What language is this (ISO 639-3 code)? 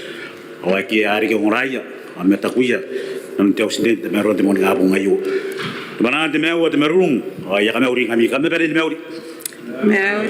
gil